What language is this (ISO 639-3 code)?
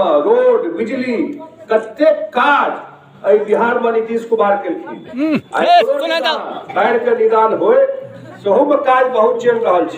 mai